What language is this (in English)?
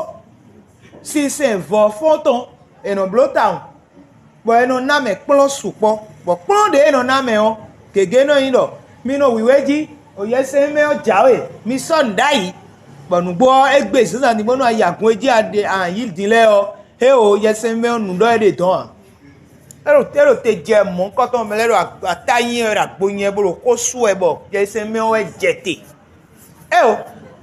Fon